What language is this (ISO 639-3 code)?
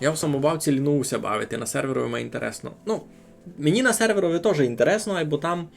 rue